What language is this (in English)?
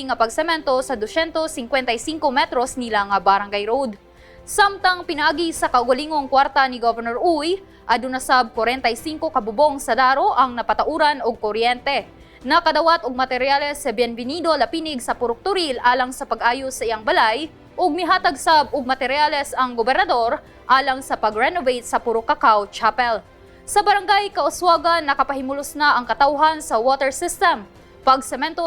Cebuano